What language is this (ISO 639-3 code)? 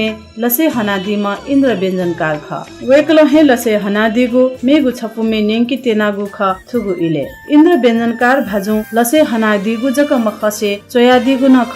new